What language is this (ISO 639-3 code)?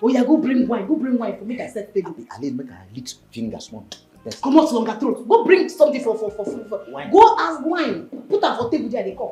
pcm